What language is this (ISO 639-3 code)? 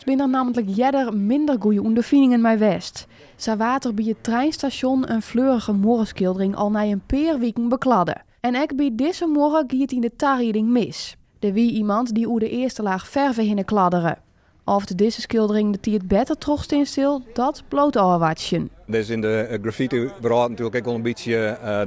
fry